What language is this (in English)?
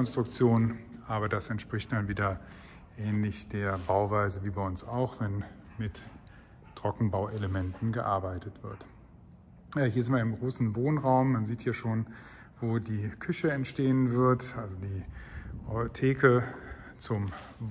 German